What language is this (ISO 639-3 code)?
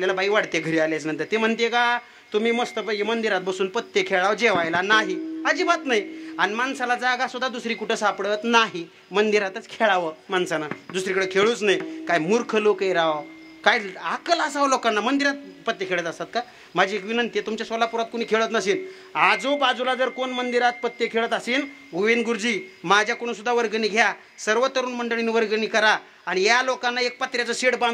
mar